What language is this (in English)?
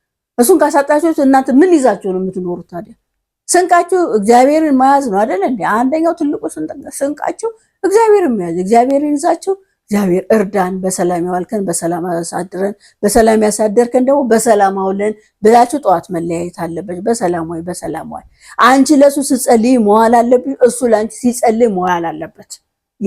Amharic